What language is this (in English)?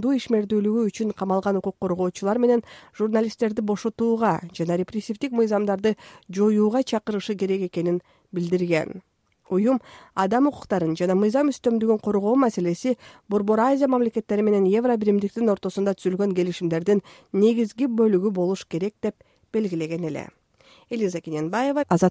Kyrgyz